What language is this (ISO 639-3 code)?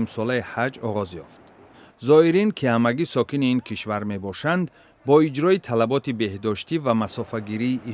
tgk